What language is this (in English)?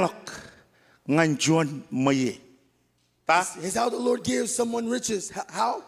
Marshallese